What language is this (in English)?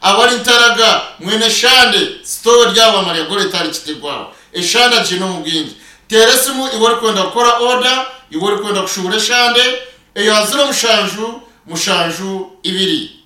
Nyankole